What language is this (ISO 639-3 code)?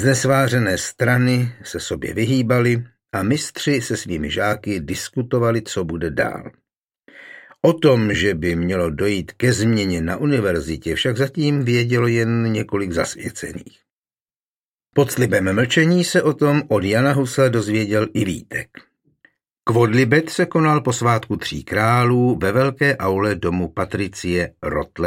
ces